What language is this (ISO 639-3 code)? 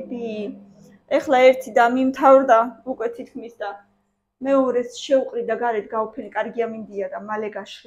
kat